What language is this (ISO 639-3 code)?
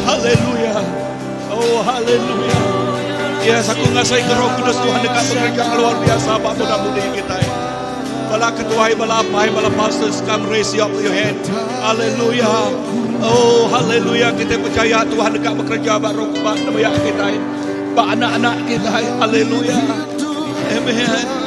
iba